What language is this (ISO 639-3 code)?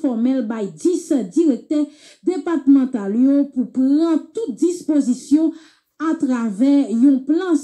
hat